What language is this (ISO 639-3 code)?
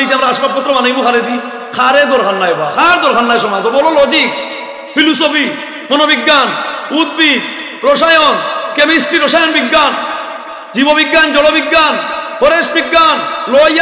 syl